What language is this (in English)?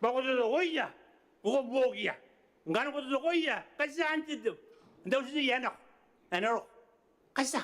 Gilbertese